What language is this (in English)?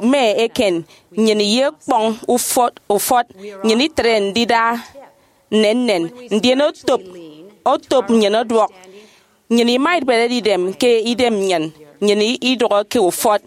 Efik